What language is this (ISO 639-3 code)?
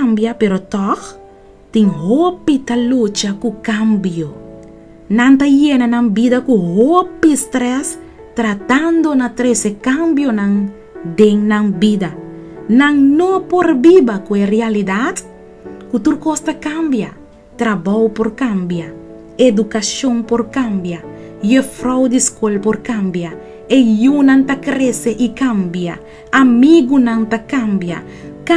pap